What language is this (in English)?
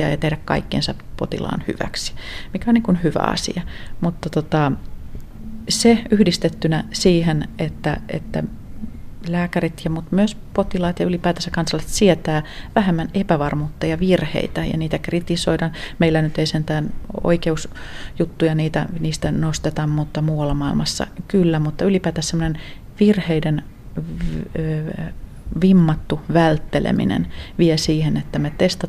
Finnish